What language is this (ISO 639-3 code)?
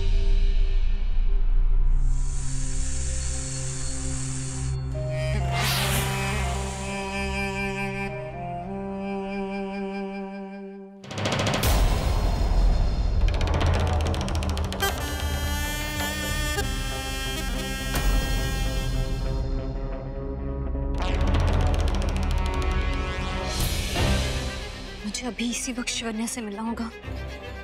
hin